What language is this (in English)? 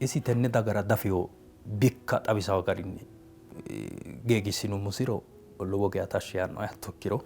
Sidamo